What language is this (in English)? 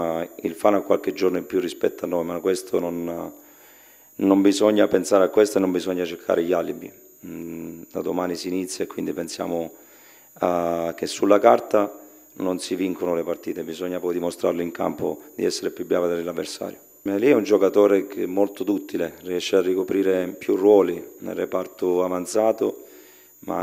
Italian